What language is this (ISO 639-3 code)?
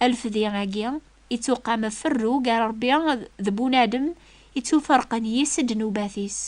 kab